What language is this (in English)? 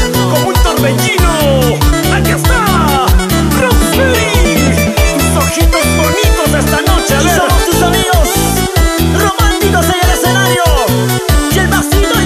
Spanish